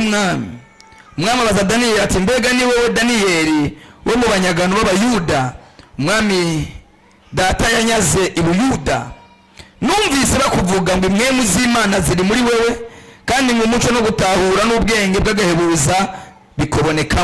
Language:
Rundi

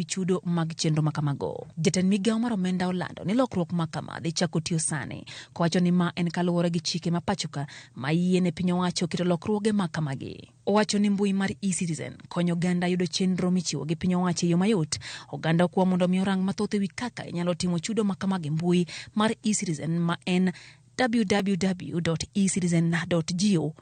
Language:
Luo (Kenya and Tanzania)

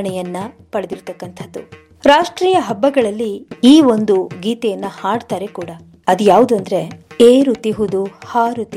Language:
Kannada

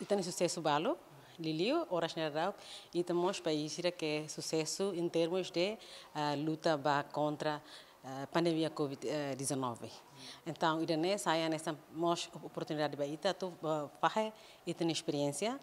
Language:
Tetum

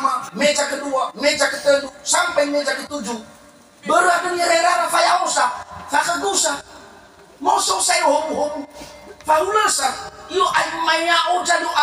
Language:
Nias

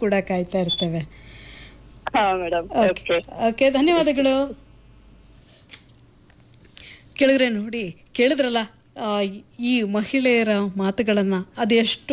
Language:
Kannada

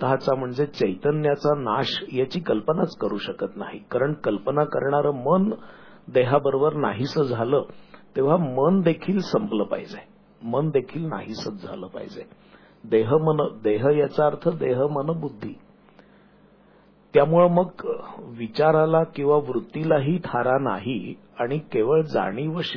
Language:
Marathi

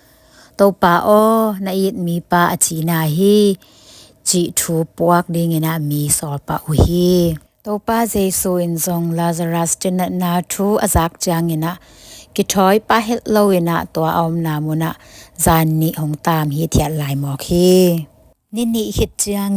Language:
Tedim Chin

